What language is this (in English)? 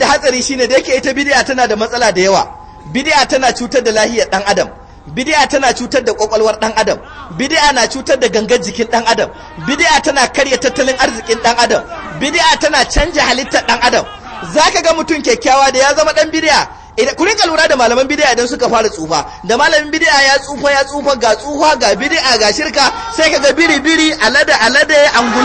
Hausa